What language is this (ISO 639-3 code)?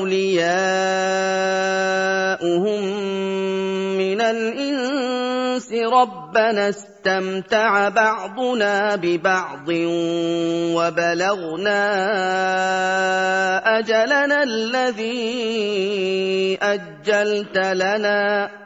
ara